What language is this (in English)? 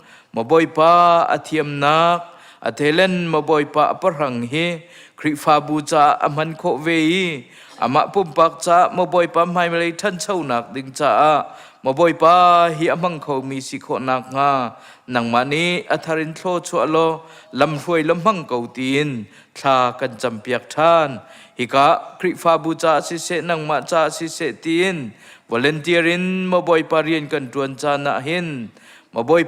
Hakha Chin